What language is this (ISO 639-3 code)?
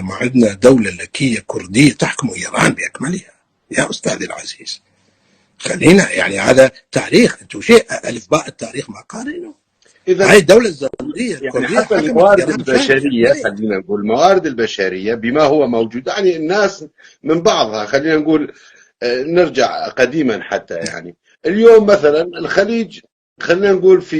apc